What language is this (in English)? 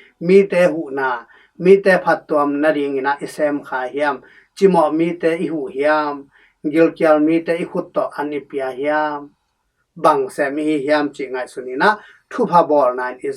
Tedim Chin